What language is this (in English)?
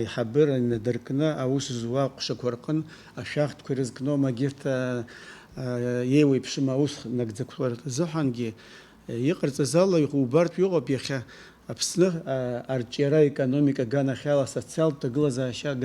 Abkhazian